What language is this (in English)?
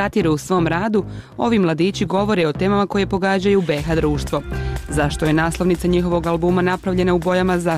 Bosnian